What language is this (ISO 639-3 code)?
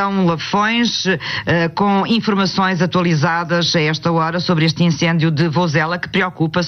por